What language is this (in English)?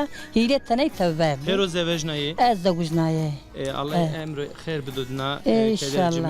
Zaza